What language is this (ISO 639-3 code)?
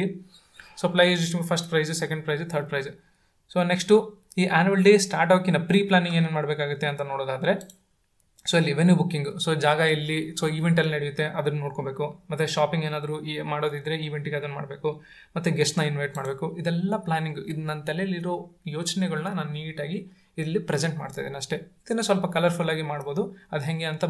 kan